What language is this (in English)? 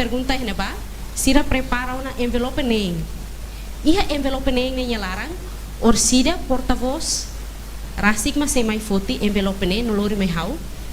Tetum